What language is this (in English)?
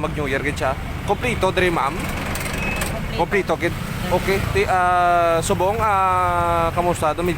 Hiligaynon